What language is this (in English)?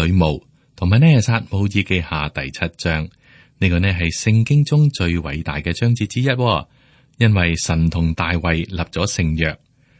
Cantonese